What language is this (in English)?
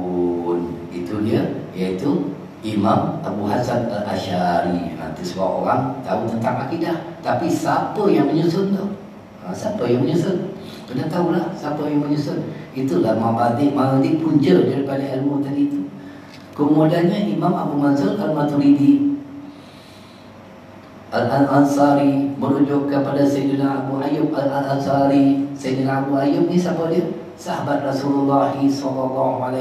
Malay